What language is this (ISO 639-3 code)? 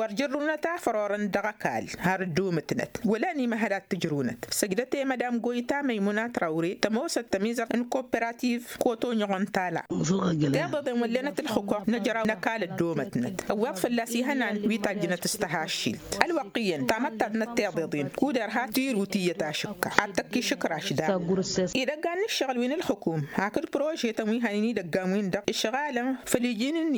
taq